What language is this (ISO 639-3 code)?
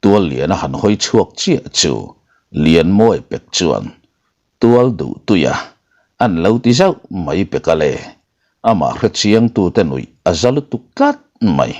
lus